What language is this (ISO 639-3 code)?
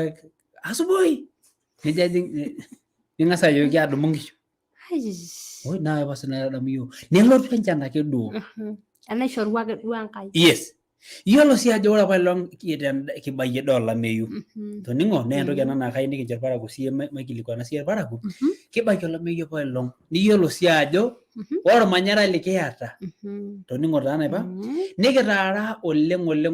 mas